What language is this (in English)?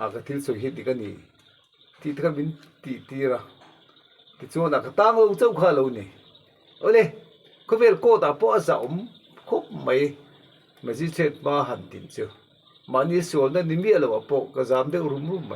Mizo